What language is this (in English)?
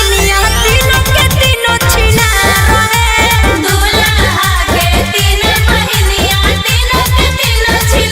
Magahi